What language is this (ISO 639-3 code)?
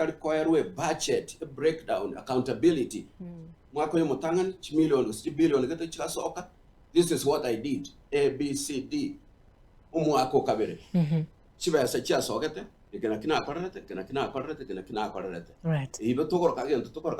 guz